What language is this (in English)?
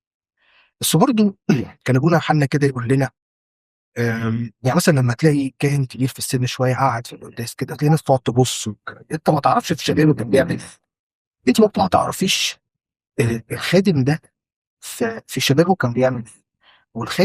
Egyptian Arabic